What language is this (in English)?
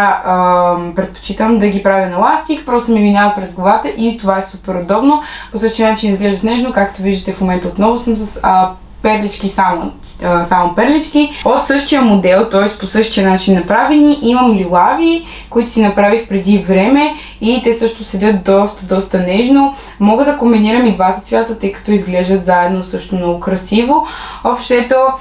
Bulgarian